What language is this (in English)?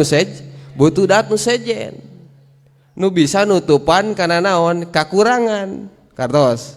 Sundanese